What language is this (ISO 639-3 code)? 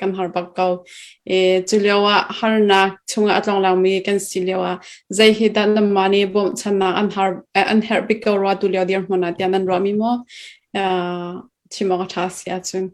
cnh